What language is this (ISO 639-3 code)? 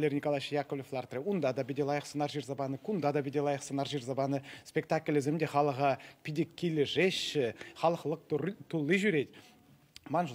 chv